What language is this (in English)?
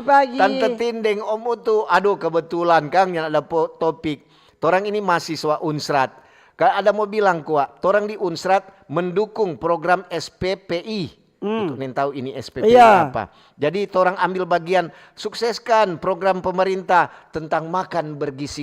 Manado Malay